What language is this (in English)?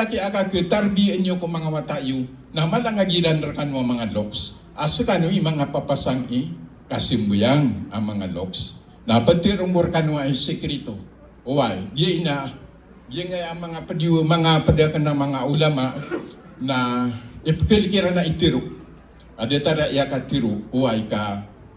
Maranao